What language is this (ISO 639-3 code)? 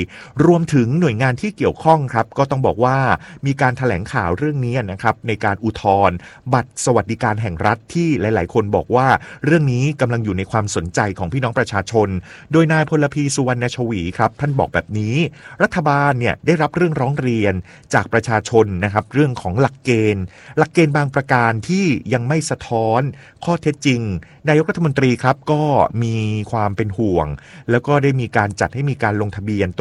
tha